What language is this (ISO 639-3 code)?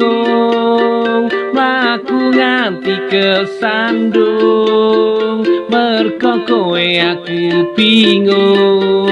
jav